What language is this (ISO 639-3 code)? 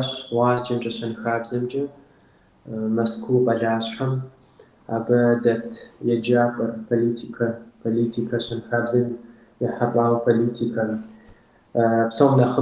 kbd